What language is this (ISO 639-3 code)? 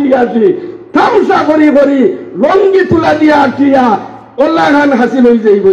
syl